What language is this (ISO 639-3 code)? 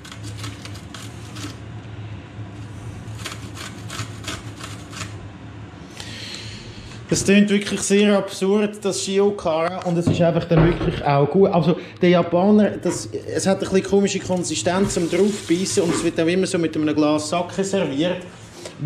gsw